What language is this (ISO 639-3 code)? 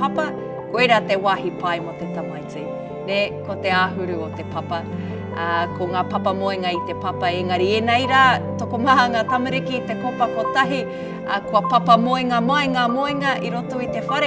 mri